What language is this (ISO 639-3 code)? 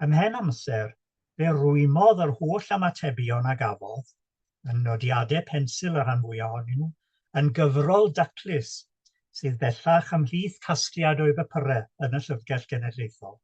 cym